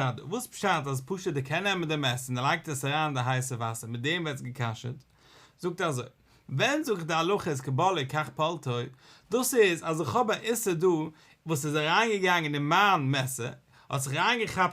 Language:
Yiddish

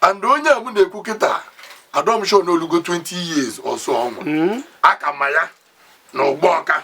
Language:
Igbo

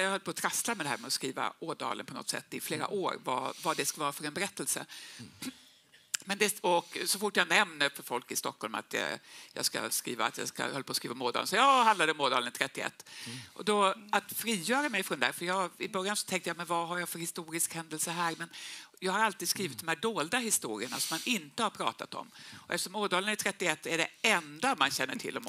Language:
Swedish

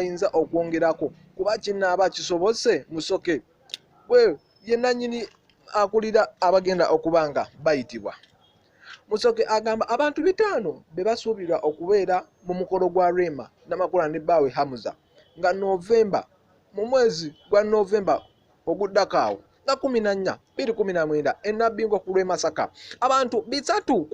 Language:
Ganda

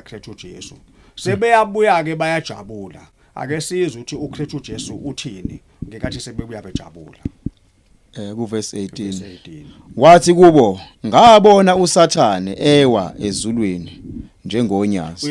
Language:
Zulu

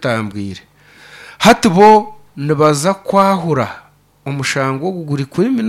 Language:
Nyankole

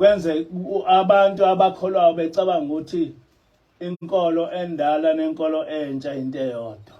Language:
Zulu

